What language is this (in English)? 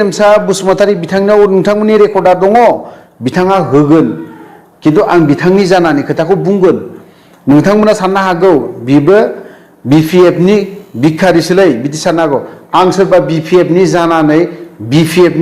Bodo